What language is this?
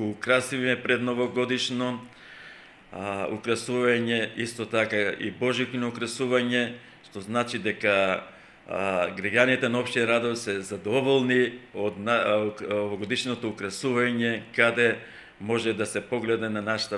Macedonian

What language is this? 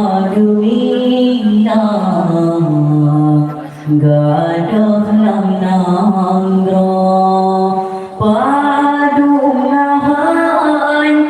Achinese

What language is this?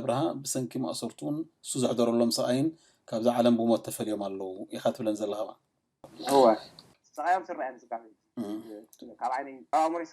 Tigrinya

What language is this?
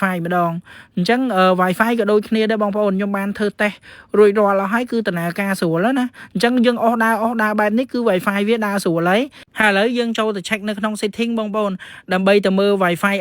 Khmer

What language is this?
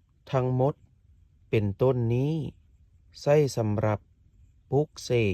Lao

